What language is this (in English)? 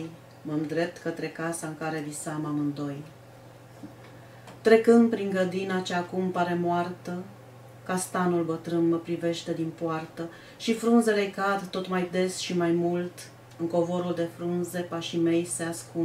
Romanian